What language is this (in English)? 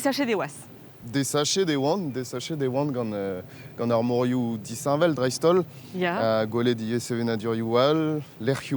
Breton